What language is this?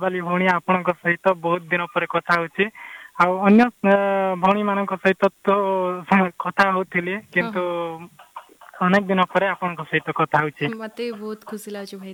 Odia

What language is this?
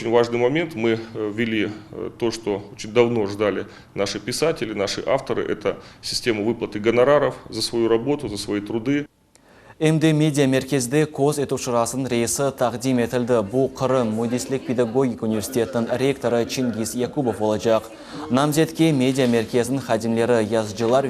Crimean Tatar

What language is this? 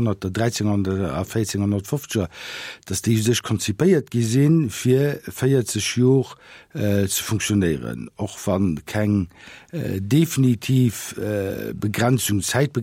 Luxembourgish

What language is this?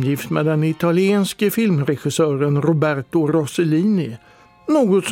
Swedish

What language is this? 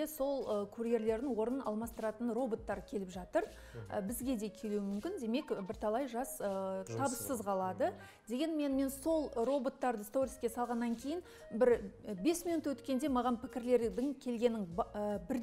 Kazakh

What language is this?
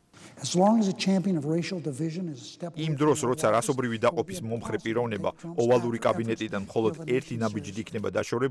Georgian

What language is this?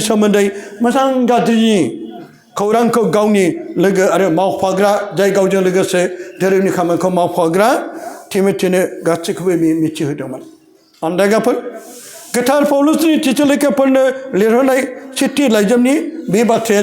Bodo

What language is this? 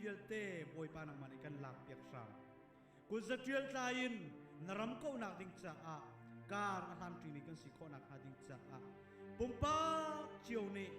Hakha Chin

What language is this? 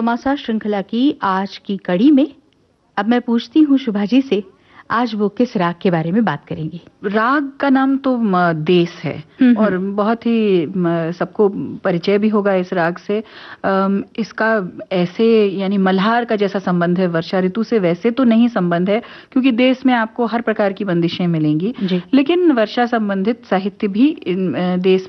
Hindi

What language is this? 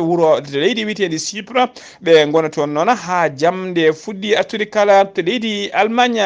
Fula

